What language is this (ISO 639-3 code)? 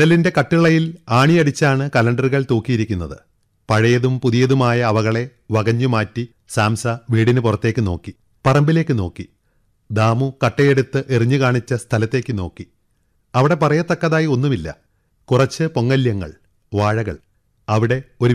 mal